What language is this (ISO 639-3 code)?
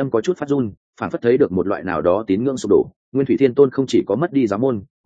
vie